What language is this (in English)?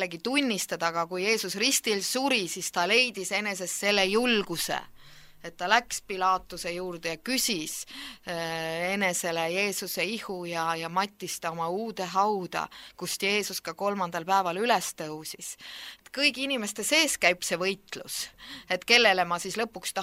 Estonian